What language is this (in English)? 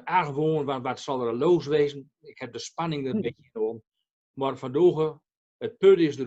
Gronings